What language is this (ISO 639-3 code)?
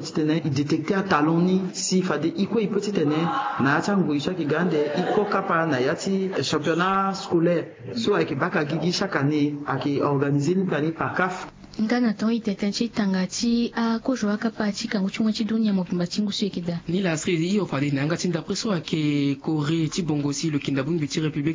sag